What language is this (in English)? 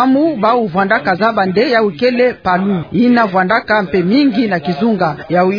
Kituba (Democratic Republic of Congo)